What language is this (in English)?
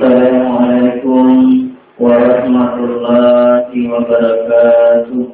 Buginese